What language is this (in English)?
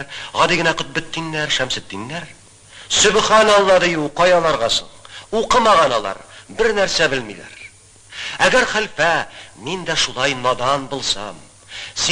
Tatar